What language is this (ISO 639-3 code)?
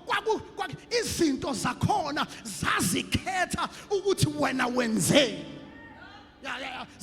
zul